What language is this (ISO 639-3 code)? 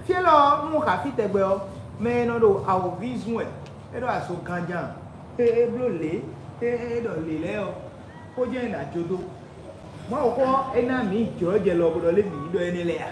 fon